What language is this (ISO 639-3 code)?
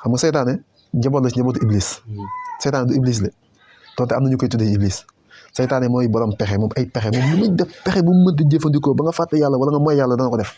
wol